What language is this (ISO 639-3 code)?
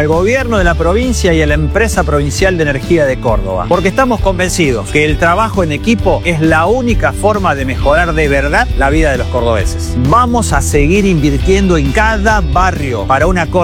spa